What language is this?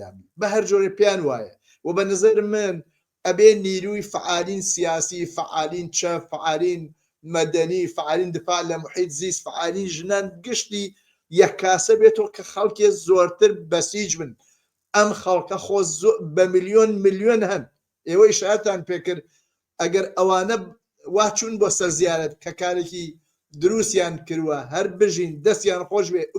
Central Kurdish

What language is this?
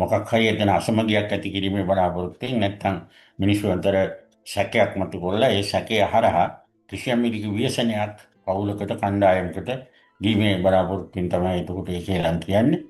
Sinhala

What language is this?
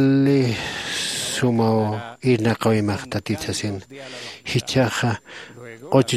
Aymara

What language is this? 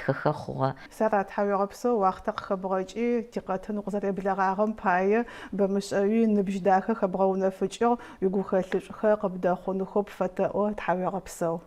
Adyghe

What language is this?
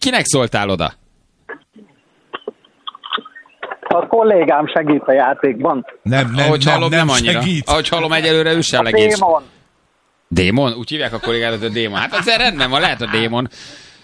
Hungarian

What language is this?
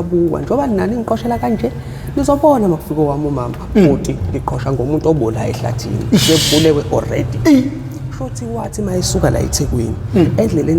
Zulu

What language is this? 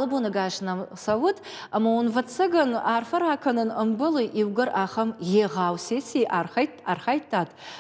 Ossetic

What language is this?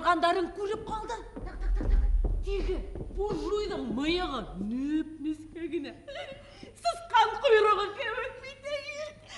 Bashkir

